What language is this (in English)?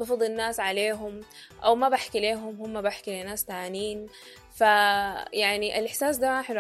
Sudanese Arabic